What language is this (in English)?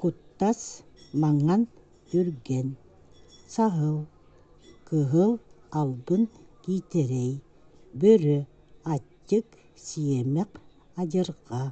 Yakut